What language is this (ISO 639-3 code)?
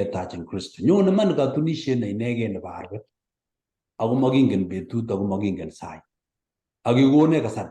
kln